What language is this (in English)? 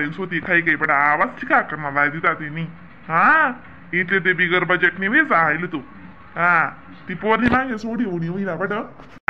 Khandesi